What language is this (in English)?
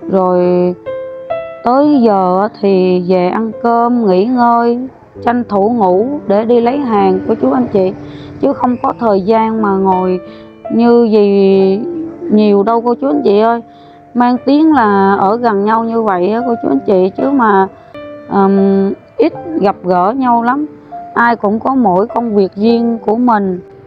Vietnamese